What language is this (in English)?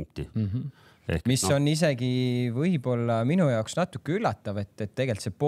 Estonian